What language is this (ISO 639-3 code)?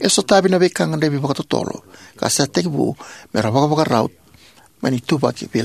fij